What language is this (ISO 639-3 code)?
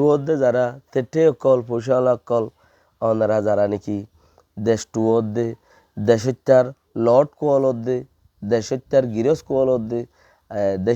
rhg